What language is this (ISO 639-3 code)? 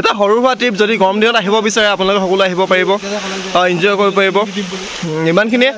asm